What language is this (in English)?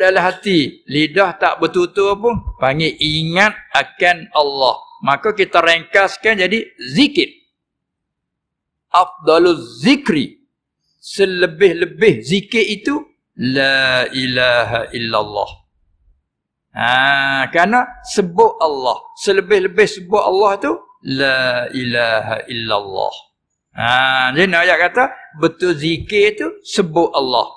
Malay